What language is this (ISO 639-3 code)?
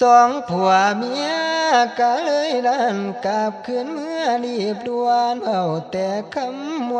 tts